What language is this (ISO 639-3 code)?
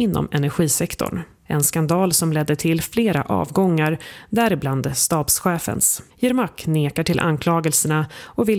swe